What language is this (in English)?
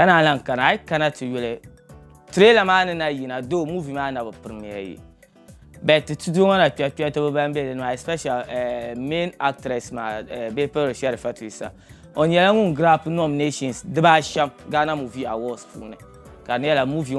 Dagbani